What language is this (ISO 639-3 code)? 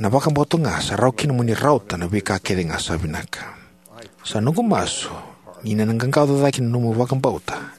fij